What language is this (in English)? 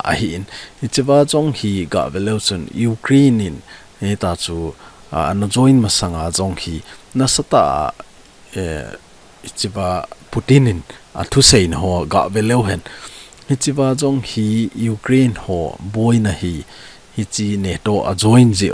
Thado Chin